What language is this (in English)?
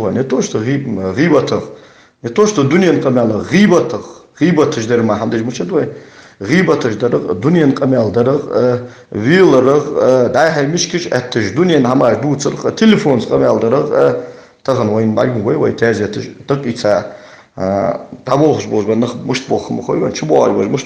Ingush